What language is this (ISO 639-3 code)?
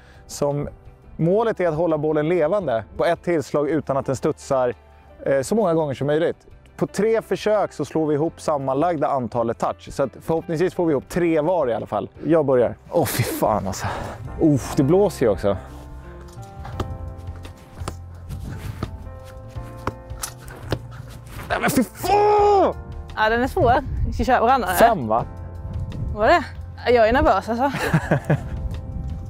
swe